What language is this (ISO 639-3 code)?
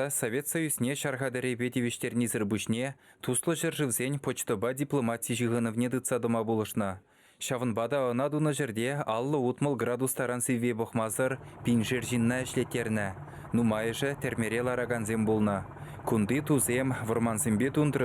chv